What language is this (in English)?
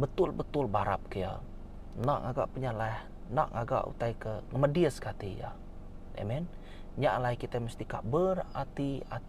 Iban